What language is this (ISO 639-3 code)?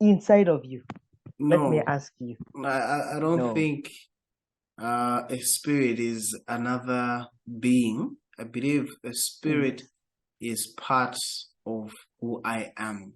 eng